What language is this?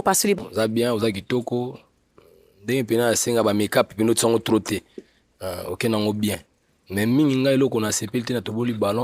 Lingala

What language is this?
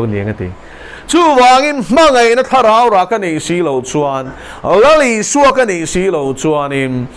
Mizo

